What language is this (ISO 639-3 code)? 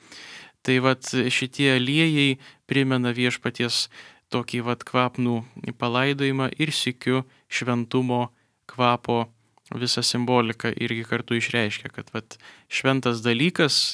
lit